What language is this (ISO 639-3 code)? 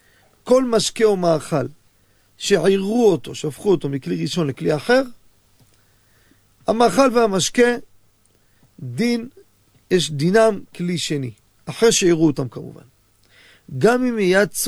heb